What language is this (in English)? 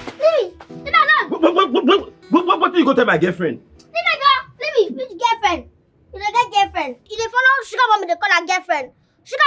Nigerian Pidgin